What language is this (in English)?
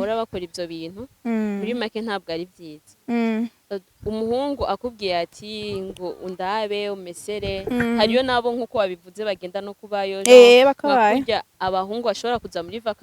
Rundi